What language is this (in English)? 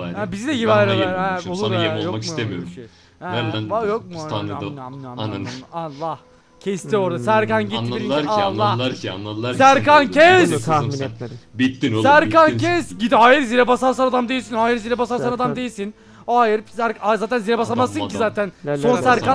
Turkish